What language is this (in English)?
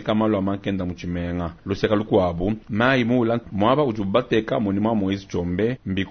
Luba-Lulua